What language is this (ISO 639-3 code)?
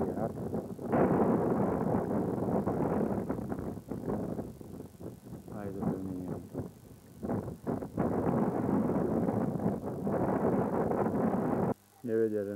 slk